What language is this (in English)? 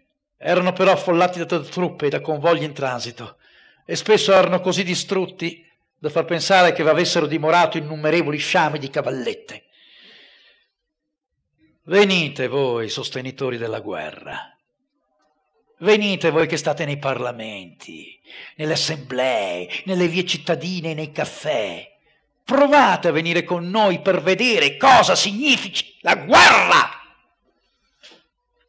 Italian